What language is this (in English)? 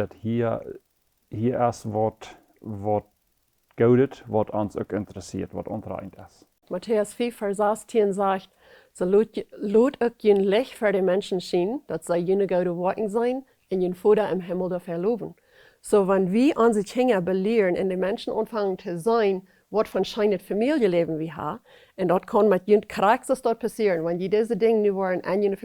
Plautdietsch